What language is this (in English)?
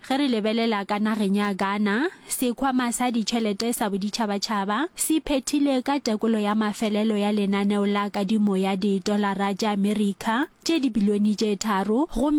Northern Sotho